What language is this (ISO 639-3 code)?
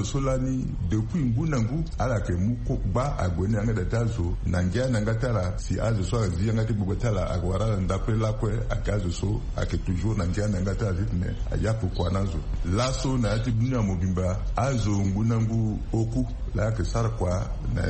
sag